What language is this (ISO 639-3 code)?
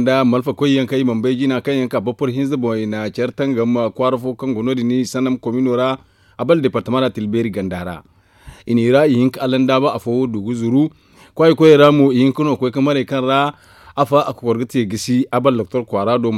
dje